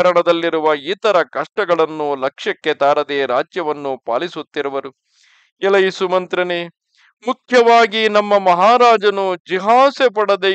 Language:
Kannada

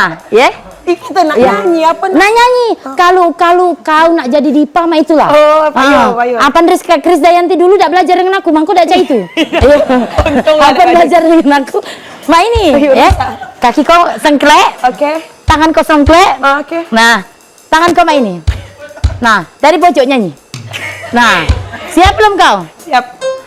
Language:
Musi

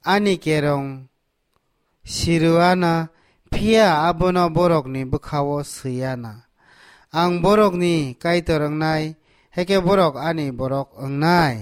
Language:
Kok Borok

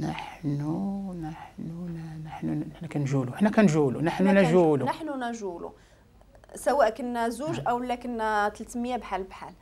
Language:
Moroccan Arabic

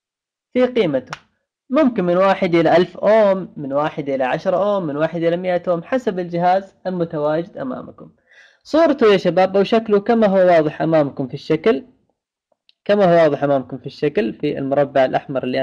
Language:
Arabic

